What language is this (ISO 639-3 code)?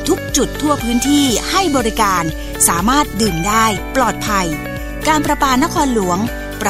tha